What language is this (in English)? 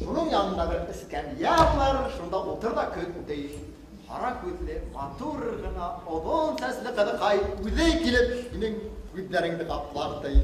Bashkir